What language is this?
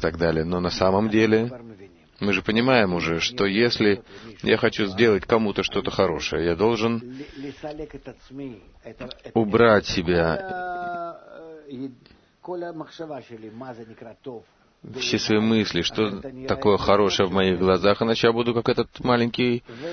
Russian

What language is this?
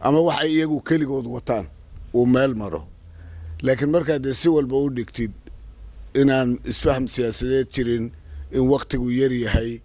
Somali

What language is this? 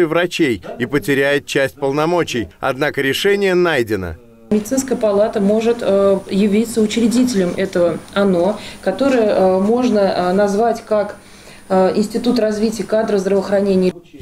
Russian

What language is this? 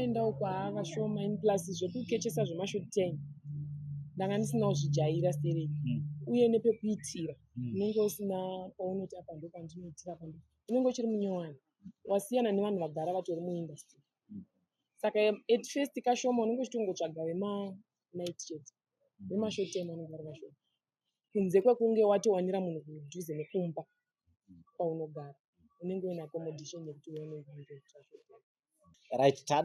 Shona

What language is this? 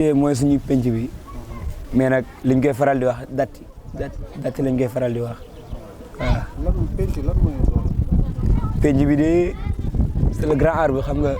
Wolof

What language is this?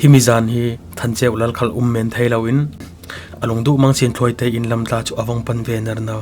Falam Chin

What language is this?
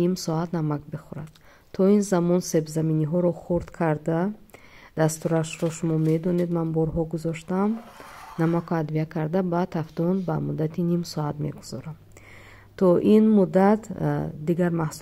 Tajik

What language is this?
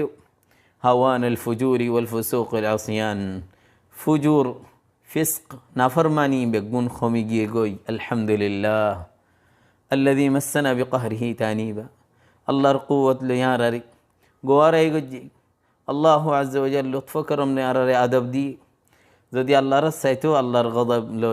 Rohingya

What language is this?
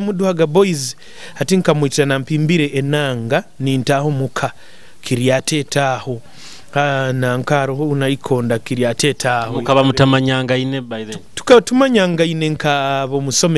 Nyoro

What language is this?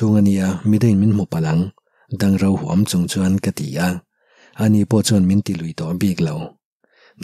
Mizo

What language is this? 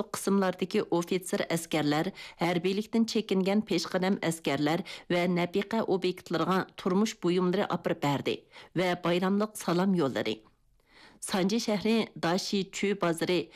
Uyghur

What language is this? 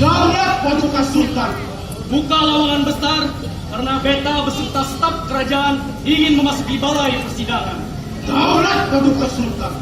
Banjar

